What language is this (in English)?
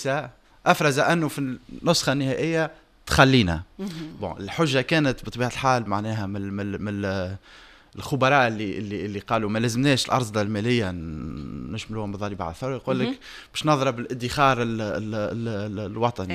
Tunisian Arabic